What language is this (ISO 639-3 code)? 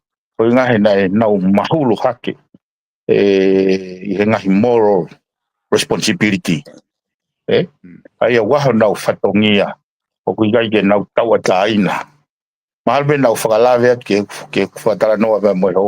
ton